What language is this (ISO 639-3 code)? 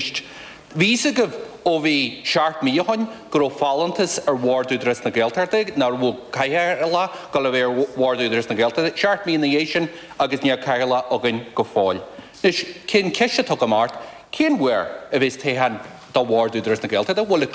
gle